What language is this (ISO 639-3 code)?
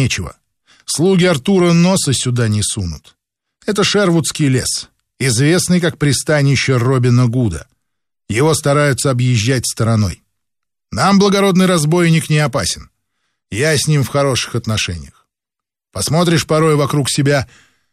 rus